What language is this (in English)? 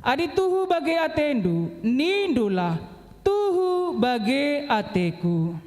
Batak Karo